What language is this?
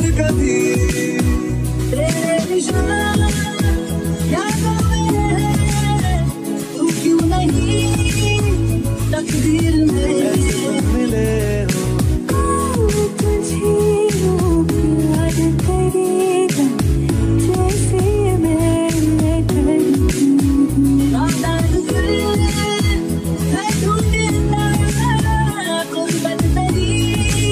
Hindi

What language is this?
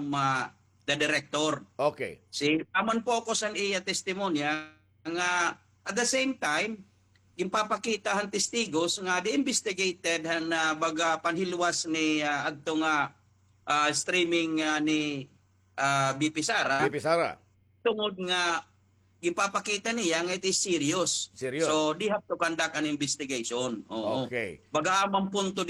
Waray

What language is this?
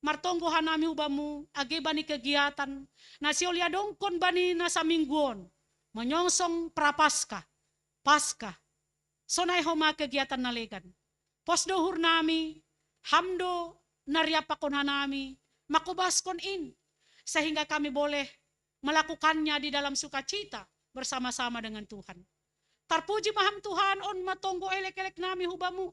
Batak Simalungun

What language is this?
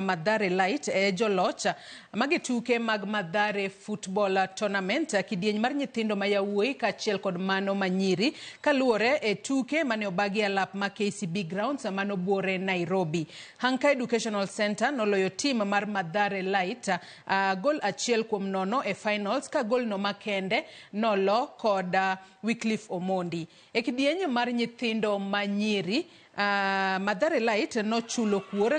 Luo (Kenya and Tanzania)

